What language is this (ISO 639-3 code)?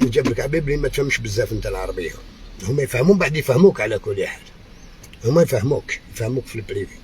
arq